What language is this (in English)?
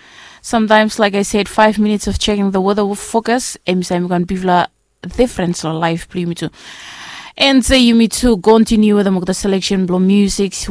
Bislama